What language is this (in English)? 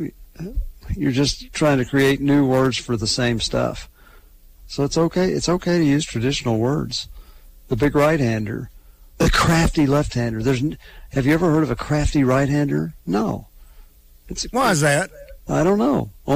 English